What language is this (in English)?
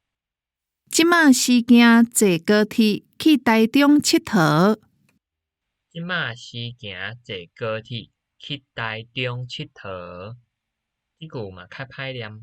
Min Nan Chinese